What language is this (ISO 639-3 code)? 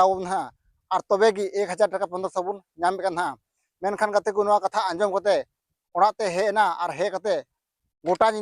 sat